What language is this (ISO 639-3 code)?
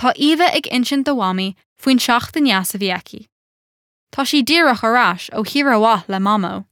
gle